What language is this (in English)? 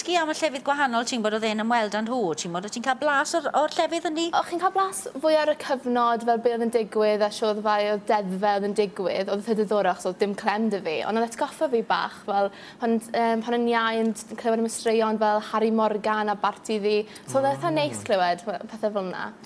Welsh